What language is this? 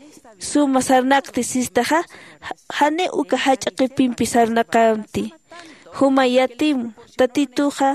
Aymara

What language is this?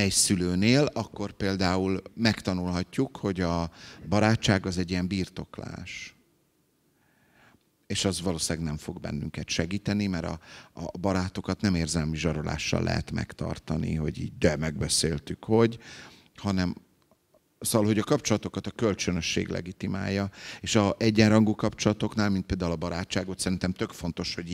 Hungarian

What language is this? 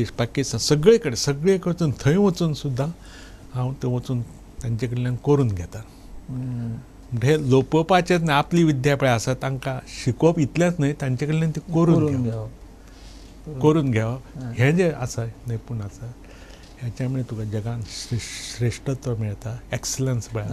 Konkani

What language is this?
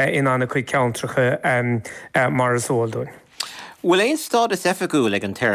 Irish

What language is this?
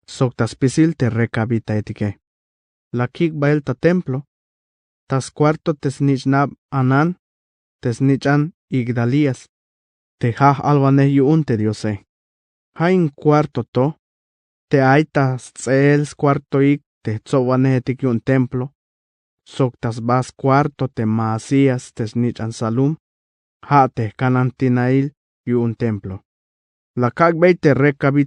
Tzeltal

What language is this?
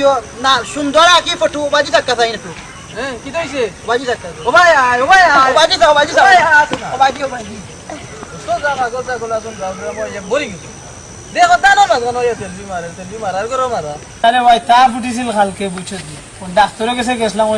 Sylheti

